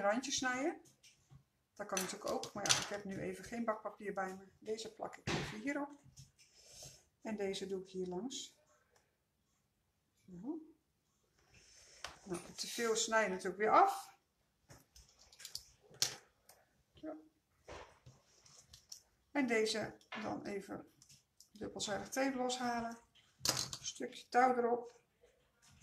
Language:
Dutch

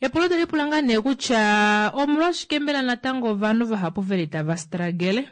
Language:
Kuanyama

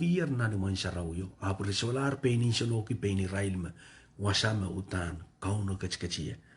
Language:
Pohnpeian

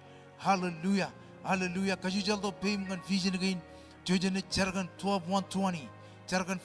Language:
Marshallese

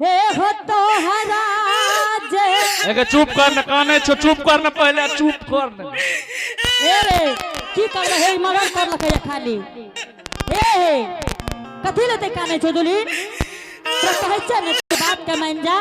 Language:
Angika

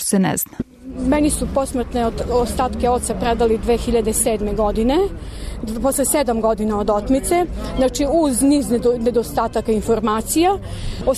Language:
Serbian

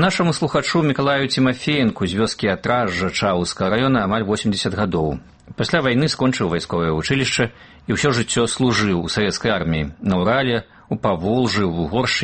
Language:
Belarusian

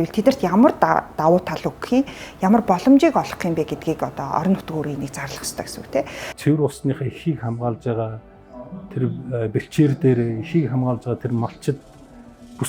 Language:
Mongolian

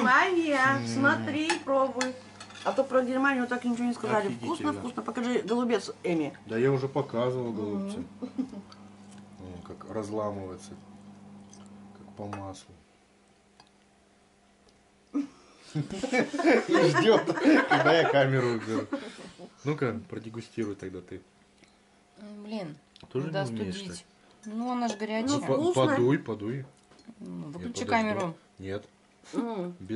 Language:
Russian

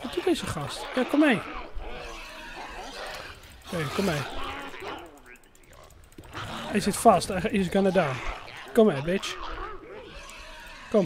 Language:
Dutch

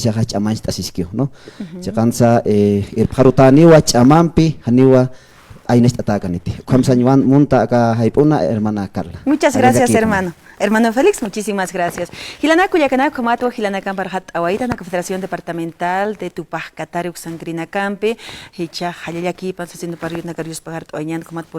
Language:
Aymara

